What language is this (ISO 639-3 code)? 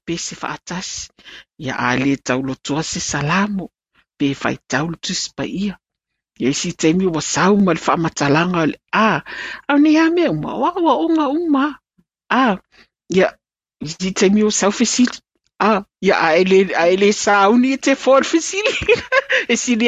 smo